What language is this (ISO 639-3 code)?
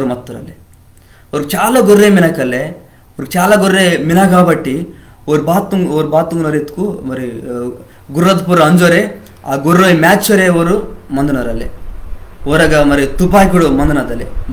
kff